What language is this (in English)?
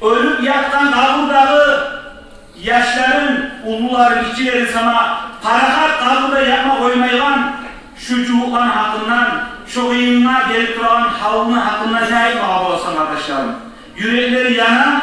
Kumyk